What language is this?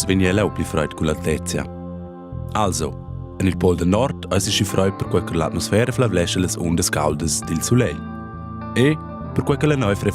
Romansh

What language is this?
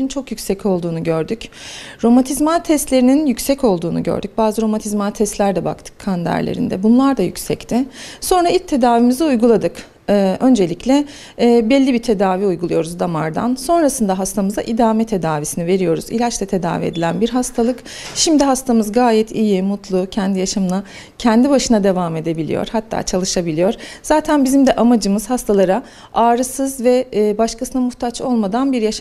Turkish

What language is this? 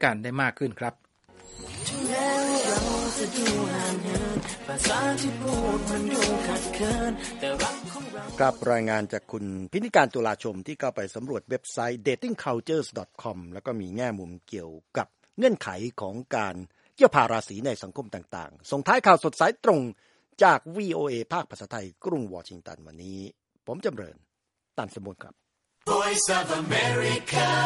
Thai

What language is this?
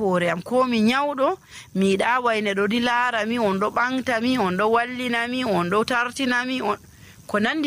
Nigerian Fulfulde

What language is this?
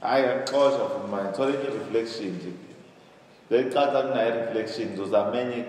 Zulu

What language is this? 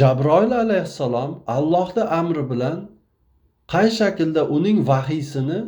Uzbek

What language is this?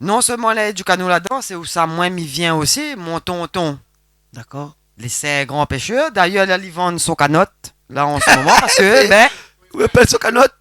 Réunion Creole French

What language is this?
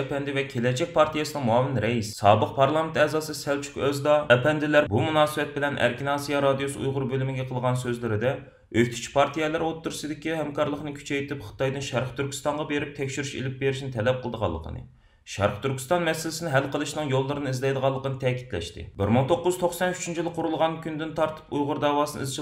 Uyghur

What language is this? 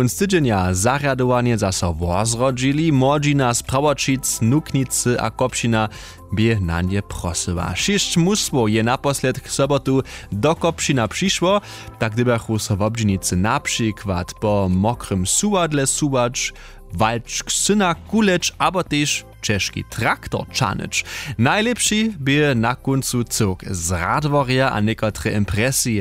Upper Sorbian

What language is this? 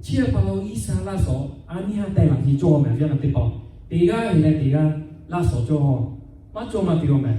Lahu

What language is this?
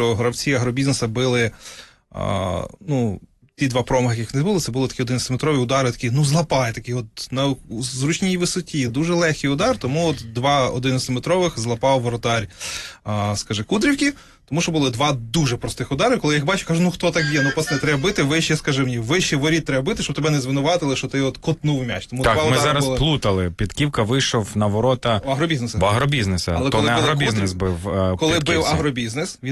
Ukrainian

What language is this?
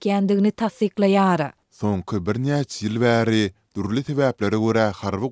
Turkmen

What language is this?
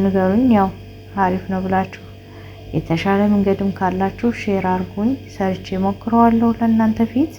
Amharic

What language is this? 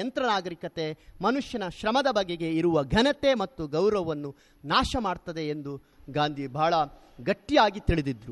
Kannada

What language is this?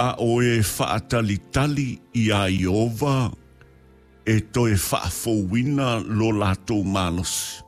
Samoan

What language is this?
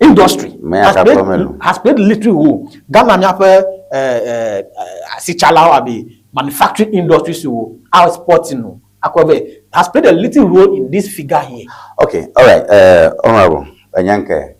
Ewe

